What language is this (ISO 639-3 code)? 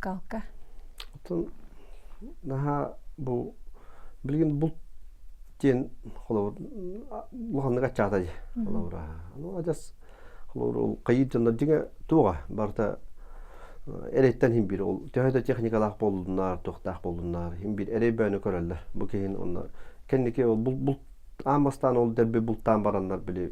sah